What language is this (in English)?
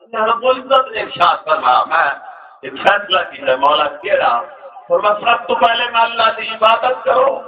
Saraiki